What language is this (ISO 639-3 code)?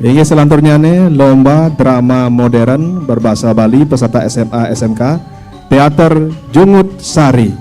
ban